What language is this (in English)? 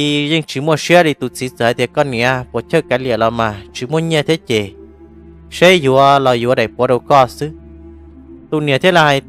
Hmong